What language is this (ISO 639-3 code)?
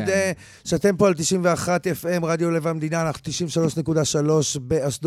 heb